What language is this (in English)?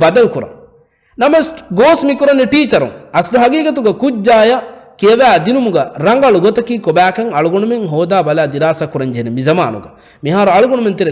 Divehi